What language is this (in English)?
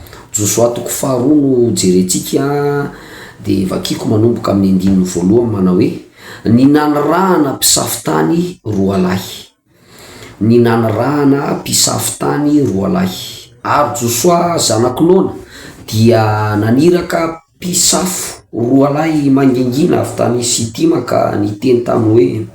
Malagasy